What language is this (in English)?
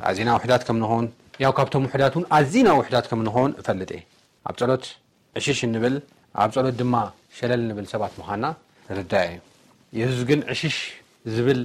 Tigrinya